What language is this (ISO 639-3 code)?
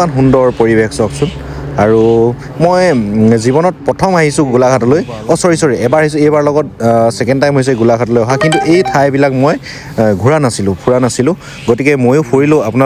asm